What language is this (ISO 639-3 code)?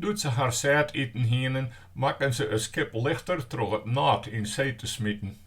fry